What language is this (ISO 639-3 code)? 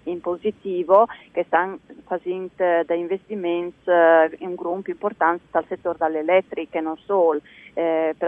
fur